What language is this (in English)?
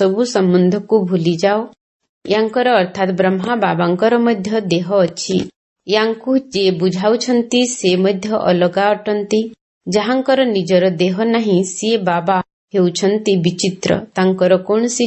Odia